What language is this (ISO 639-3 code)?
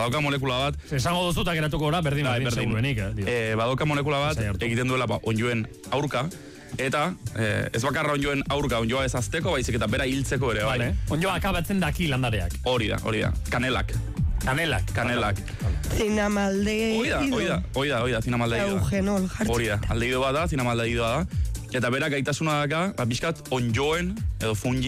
eus